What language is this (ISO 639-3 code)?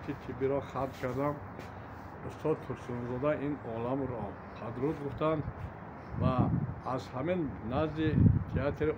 tgk